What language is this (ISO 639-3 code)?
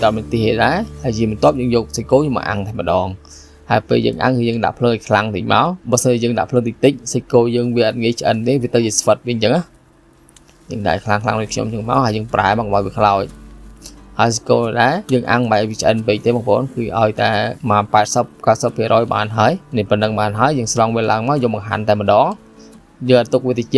khm